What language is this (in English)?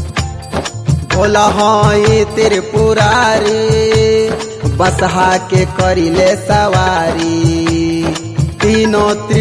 Bhojpuri